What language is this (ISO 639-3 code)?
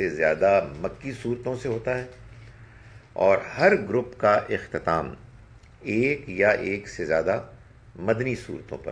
urd